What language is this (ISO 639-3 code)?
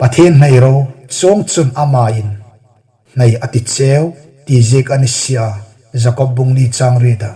hmr